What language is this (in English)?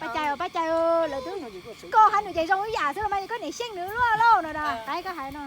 Hmong